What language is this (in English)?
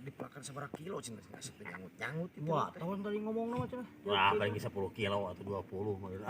Sundanese